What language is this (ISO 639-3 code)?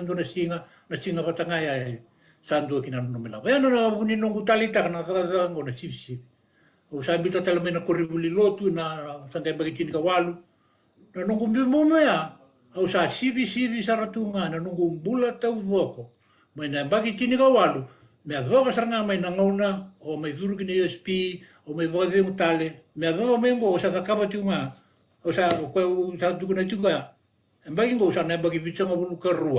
fij